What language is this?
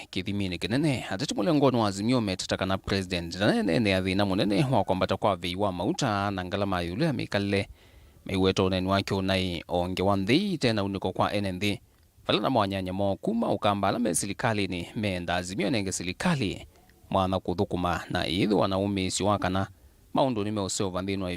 Kamba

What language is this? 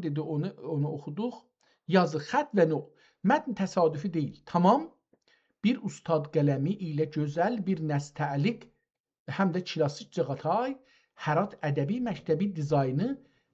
South Azerbaijani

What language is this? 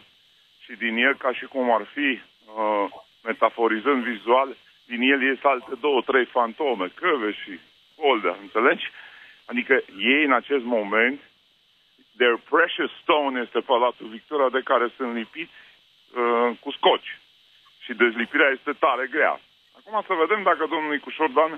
Romanian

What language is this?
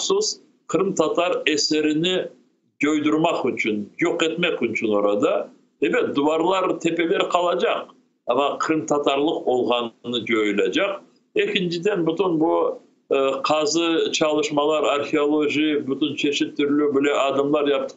Crimean Tatar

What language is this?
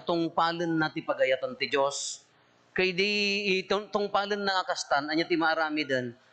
Iloko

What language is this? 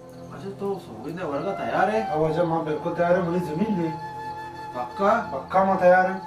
Baluchi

